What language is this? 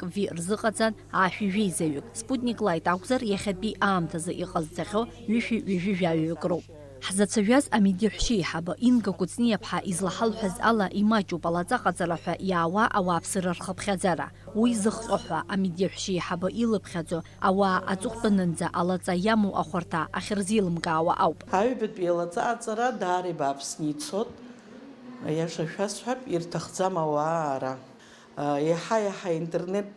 Abkhazian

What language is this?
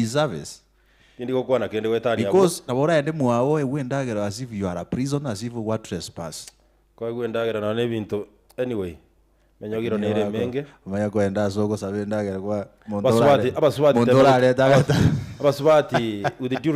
Gusii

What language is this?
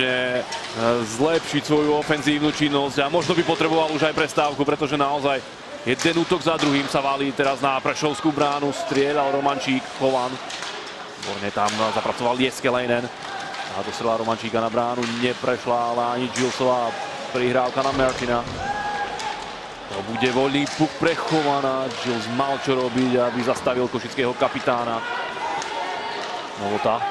Slovak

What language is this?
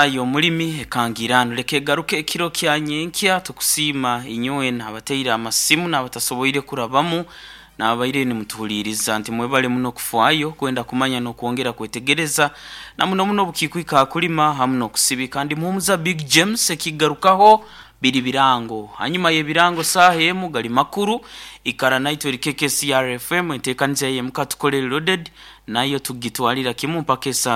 Nyoro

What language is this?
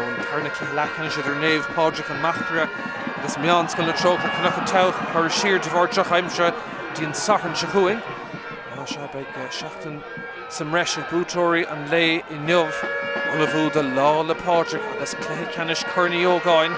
Irish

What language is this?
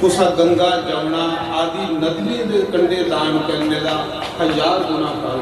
Dogri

